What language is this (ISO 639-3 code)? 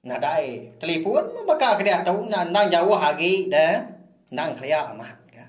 iba